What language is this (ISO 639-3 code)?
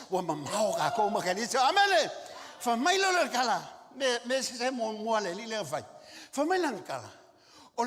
smo